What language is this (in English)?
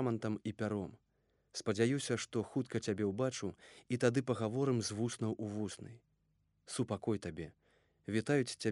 Belarusian